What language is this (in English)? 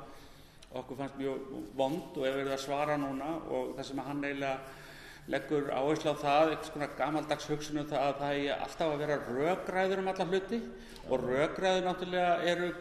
Icelandic